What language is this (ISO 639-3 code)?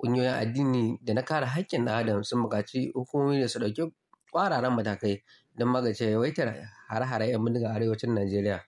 hau